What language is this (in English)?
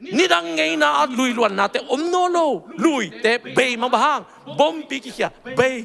Tedim Chin